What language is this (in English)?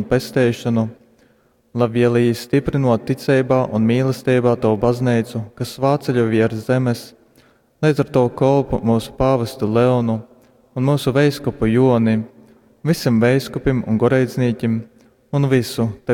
Latgalian